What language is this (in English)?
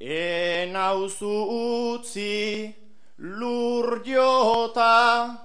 Basque